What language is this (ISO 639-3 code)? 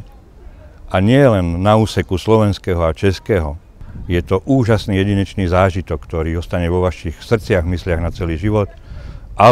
slk